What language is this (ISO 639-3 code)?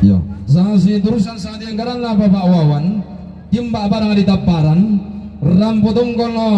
sda